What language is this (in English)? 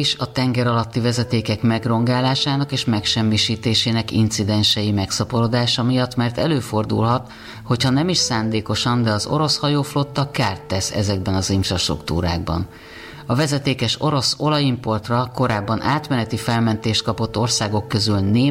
Hungarian